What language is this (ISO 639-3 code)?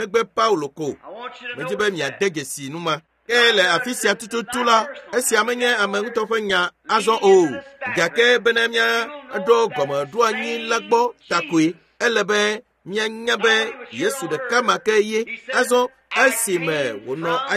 ewe